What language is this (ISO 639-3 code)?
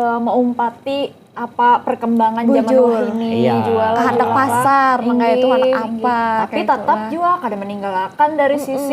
bjn